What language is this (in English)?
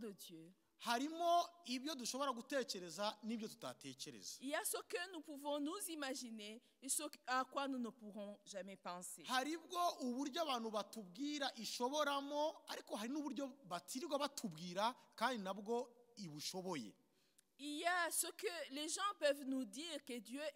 Kinyarwanda